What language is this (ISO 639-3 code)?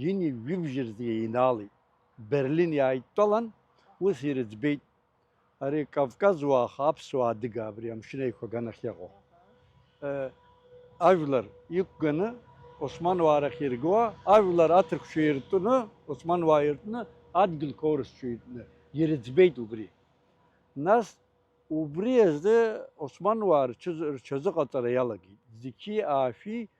abk